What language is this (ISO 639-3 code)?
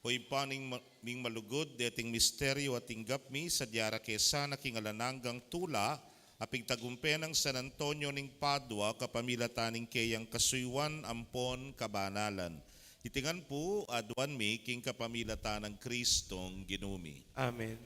pam